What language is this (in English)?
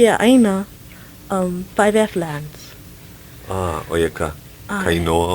Hawaiian